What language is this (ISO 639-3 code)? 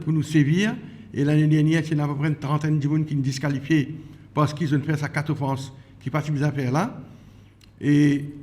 mfe